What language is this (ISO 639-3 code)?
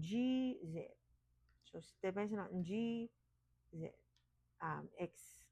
gil